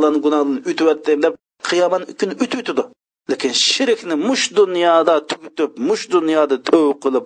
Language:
Uyghur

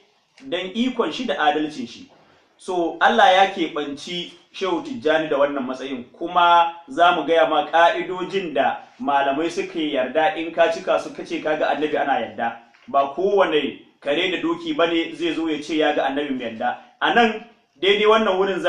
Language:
Hausa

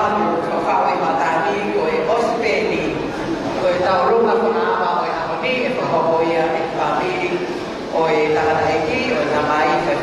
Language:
Tongan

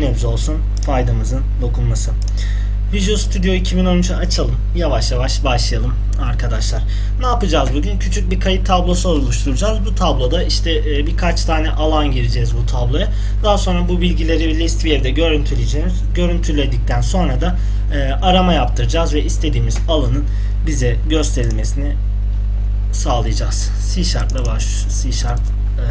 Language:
Turkish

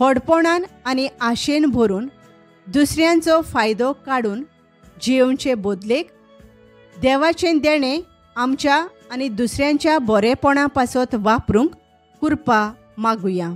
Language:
Konkani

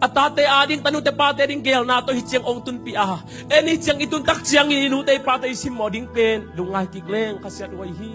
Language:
Tedim Chin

